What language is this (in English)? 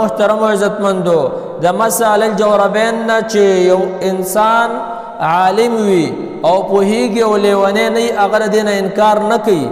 Pashto